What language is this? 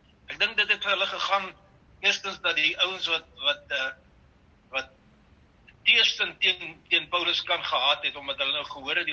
Afrikaans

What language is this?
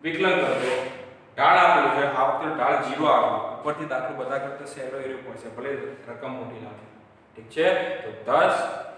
Gujarati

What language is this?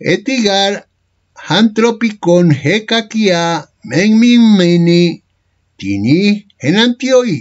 Ancient Greek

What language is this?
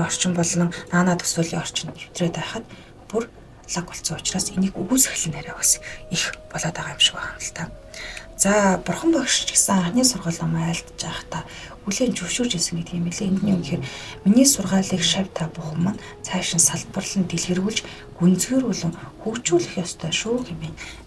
Mongolian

